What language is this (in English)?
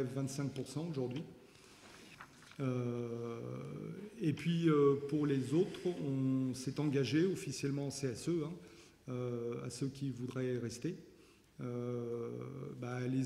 French